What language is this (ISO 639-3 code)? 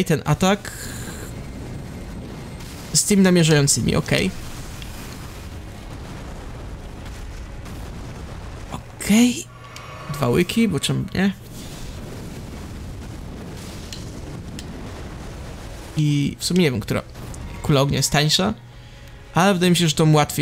pol